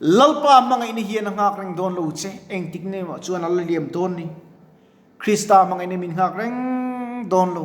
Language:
Mizo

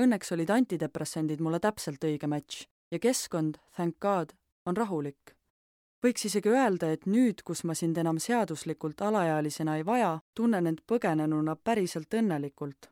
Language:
Estonian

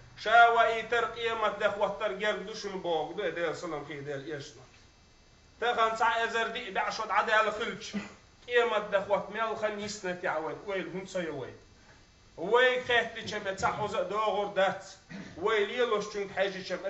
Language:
Chechen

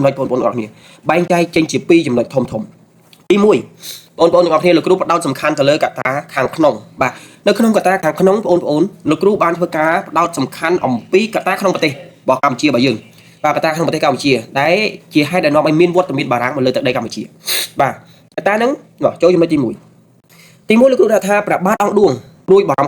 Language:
Khmer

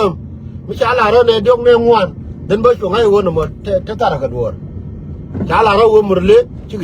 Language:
Nuer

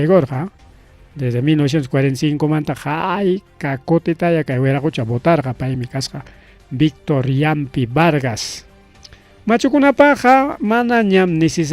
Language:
Ayacucho Quechua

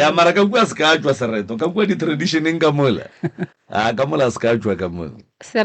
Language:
Northern Sotho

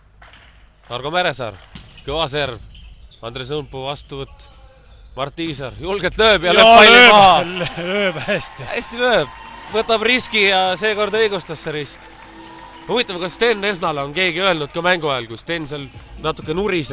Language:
Estonian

